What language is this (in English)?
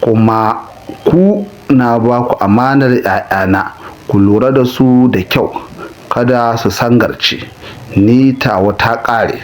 Hausa